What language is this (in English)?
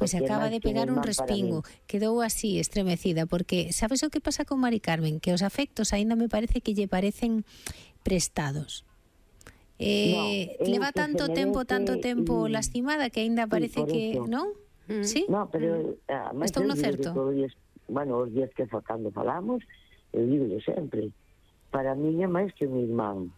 Galician